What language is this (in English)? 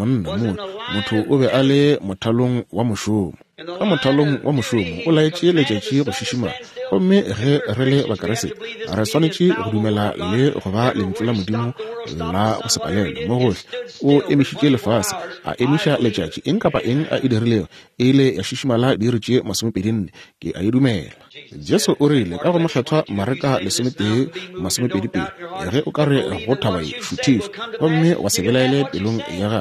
Northern Sotho